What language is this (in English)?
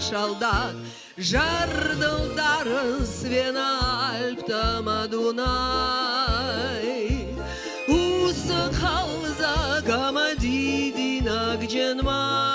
Ossetic